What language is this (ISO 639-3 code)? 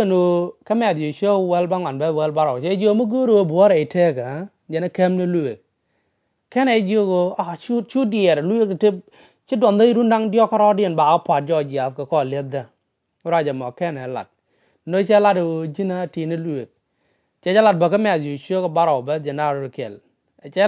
nus